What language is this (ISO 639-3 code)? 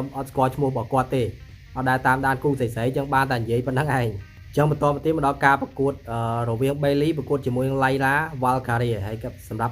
khm